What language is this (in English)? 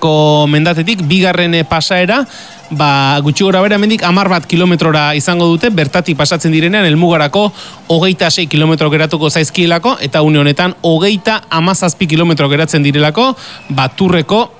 Basque